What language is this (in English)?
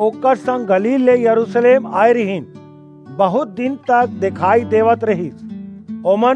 Chhattisgarhi